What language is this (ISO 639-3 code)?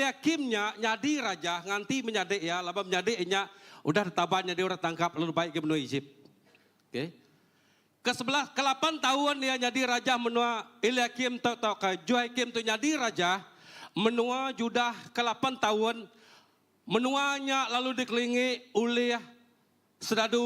iba